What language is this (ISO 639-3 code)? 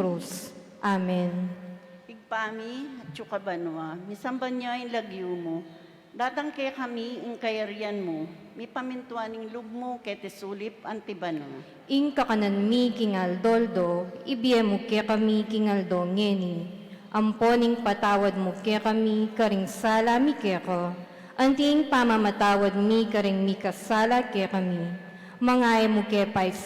pam